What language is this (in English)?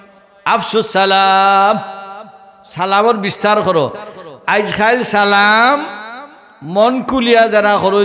Sylheti